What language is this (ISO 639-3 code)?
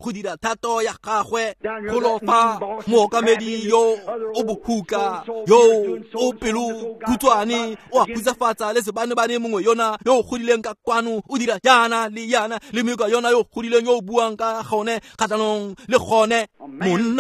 tsn